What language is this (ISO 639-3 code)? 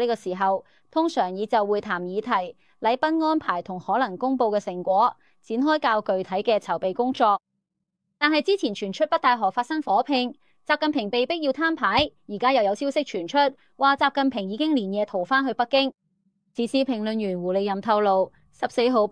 yue